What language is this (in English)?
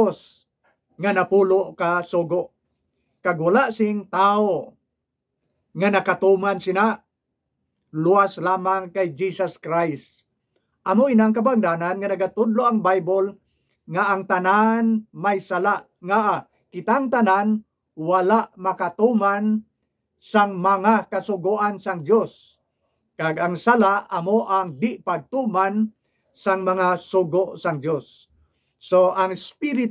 Hiligaynon